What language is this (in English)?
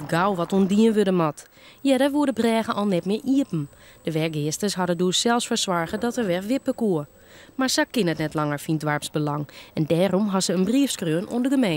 Western Frisian